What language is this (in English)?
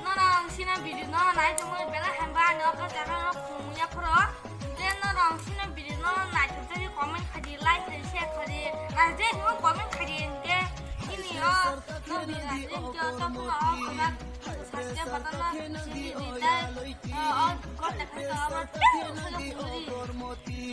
Kok Borok